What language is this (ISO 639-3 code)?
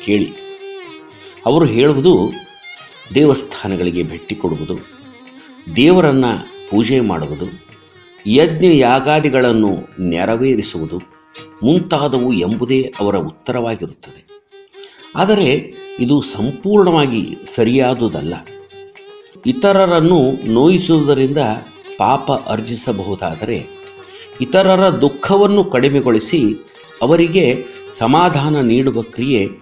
kan